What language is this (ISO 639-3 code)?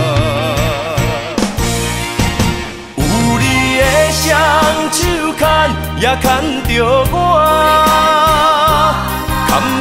nan